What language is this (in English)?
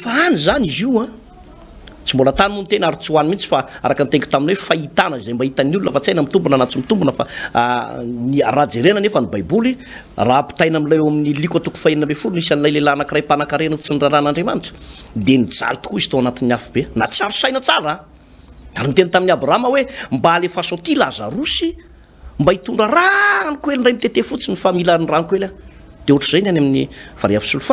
Malagasy